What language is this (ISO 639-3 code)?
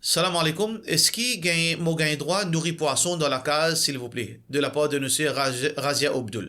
mfe